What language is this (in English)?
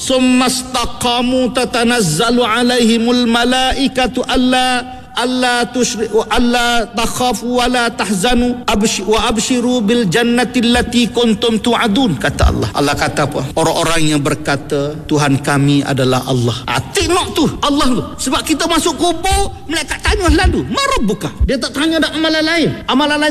Malay